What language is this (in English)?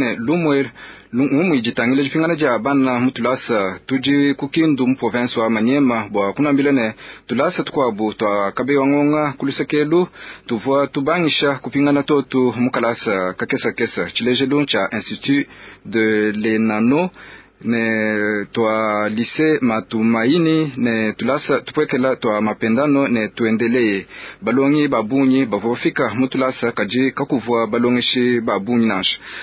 Luba-Lulua